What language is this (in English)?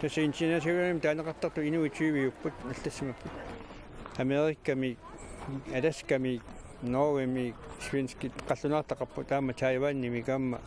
Kalaallisut